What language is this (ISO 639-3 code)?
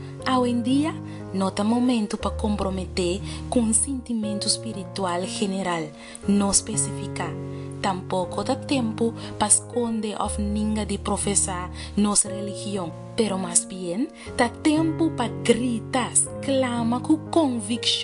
pap